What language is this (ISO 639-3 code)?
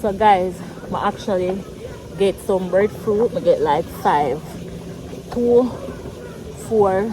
jam